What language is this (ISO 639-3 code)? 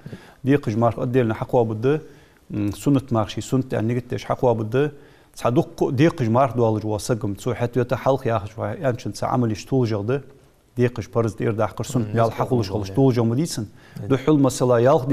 inh